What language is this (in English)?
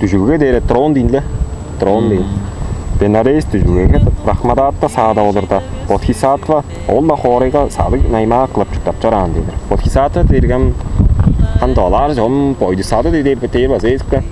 Tuvinian